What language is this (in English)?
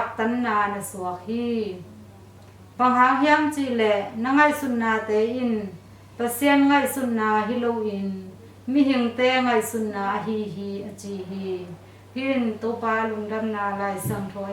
Tedim Chin